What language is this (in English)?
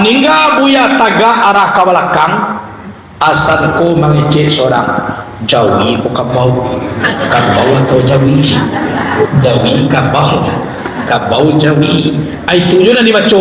Minangkabau